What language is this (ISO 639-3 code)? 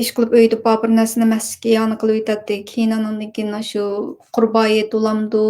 uig